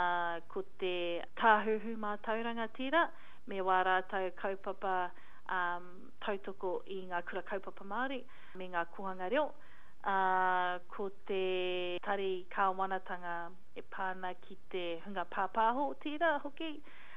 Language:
Māori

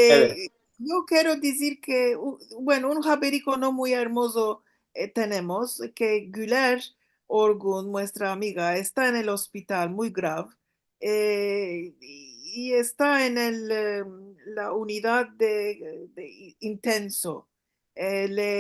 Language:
Ladino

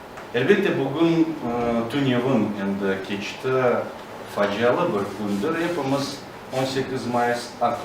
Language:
Crimean Tatar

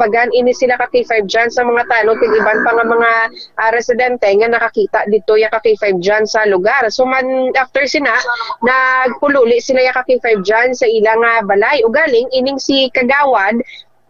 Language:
Hiligaynon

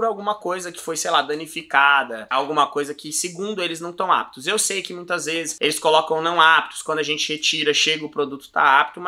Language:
Portuguese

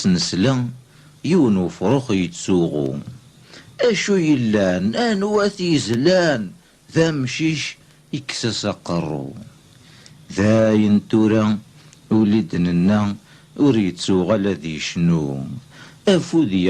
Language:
Kabyle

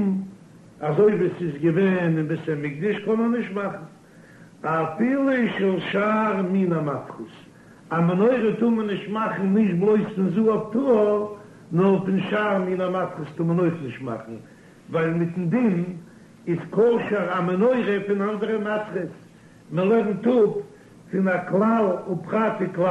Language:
Yiddish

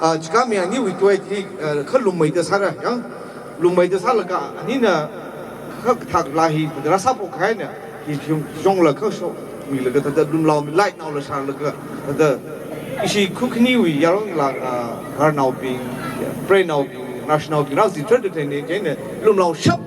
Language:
Tangkhul Naga (India)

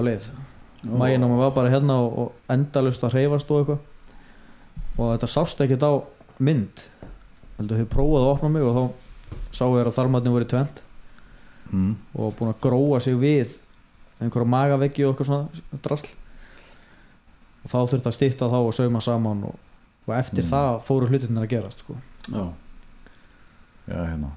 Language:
Icelandic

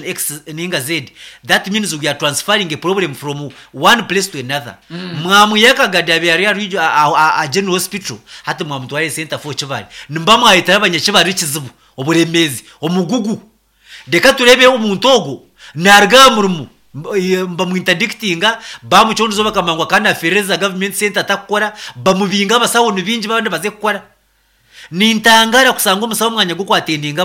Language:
Nyankole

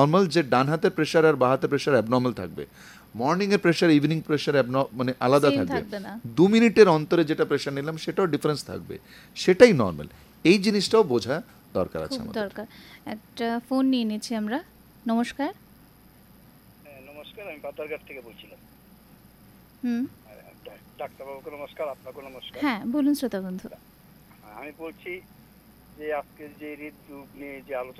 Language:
Bangla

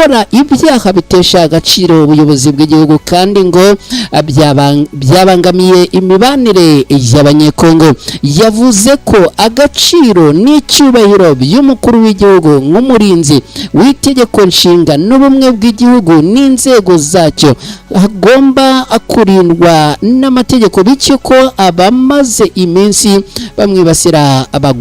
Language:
Kinyarwanda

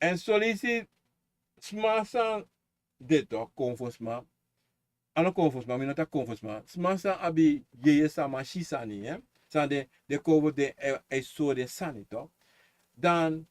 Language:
Sranan Tongo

